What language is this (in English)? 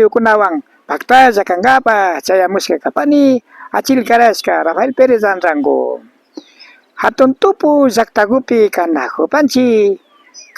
Imbabura Highland Quichua